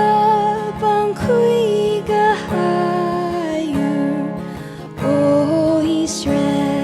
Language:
Tangkhul Naga (India)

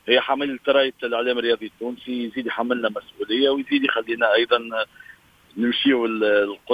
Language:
Tunisian Arabic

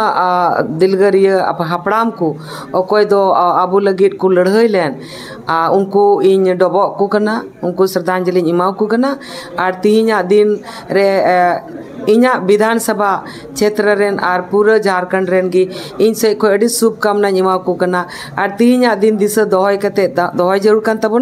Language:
Santali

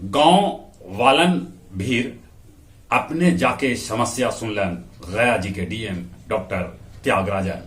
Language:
Magahi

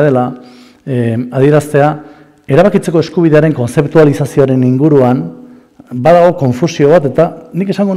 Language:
Basque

